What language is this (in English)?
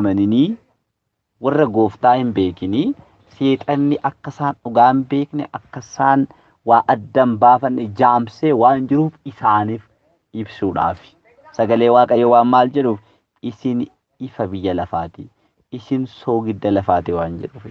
Oromo